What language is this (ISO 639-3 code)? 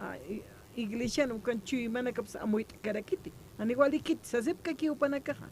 aym